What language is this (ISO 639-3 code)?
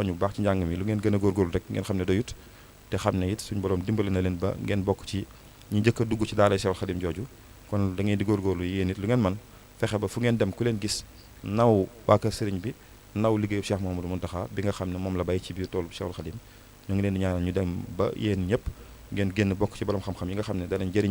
wol